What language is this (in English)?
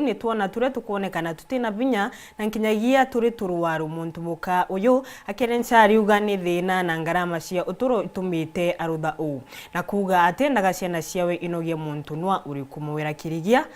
Meru